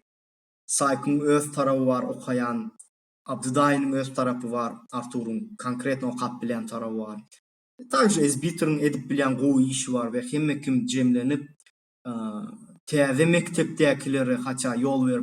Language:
Turkmen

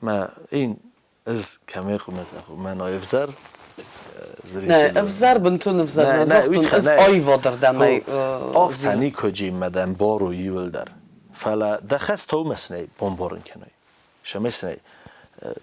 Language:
Ossetic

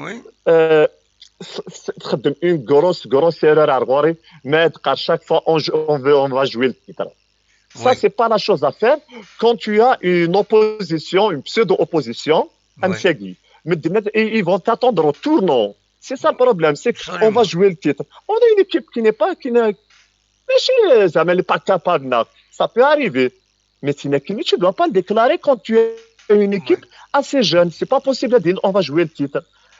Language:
Kabyle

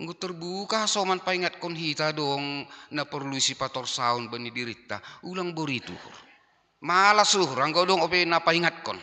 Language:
Batak Simalungun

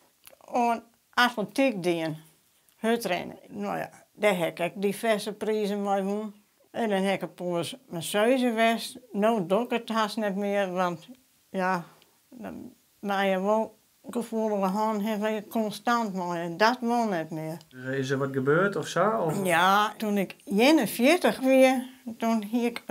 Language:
Western Frisian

